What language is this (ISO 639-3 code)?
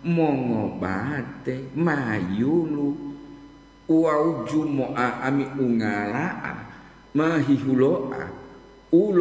gor